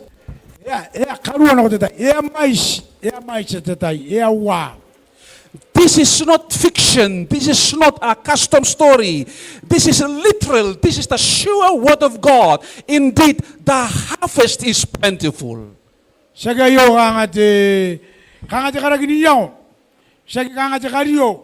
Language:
Gilbertese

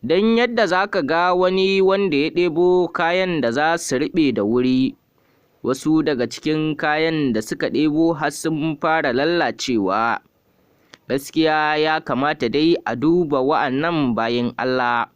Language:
Hausa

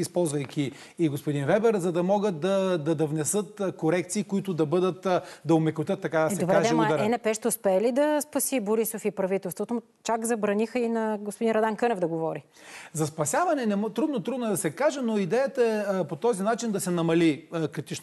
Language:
Bulgarian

